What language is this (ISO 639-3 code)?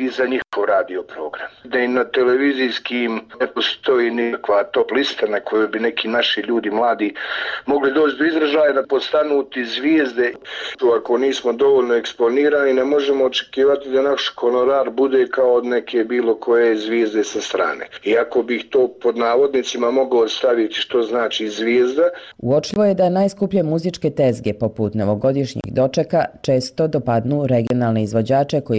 bos